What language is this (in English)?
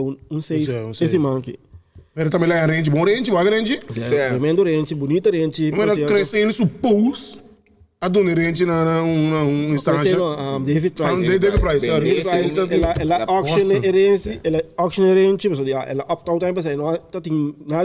Papiamento